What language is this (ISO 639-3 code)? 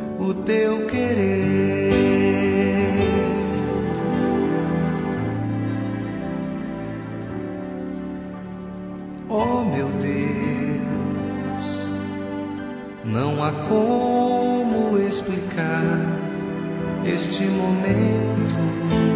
por